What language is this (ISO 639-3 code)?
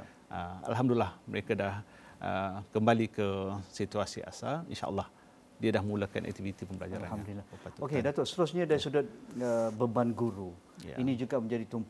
msa